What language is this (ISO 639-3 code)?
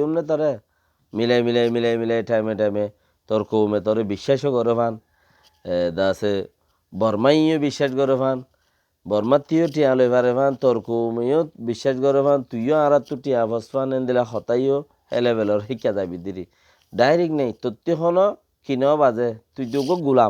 rhg